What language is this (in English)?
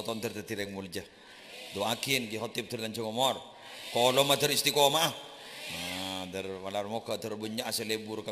Madurese